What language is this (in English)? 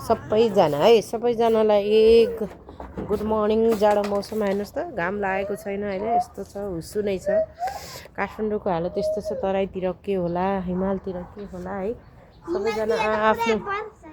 Nepali